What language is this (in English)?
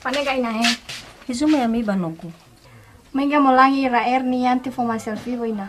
Nias